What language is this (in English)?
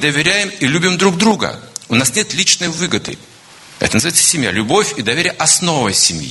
Russian